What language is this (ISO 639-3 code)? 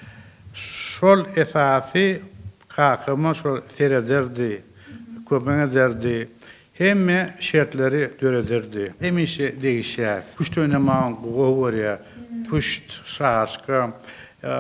tuk